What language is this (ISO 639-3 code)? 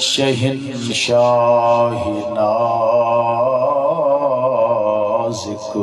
skr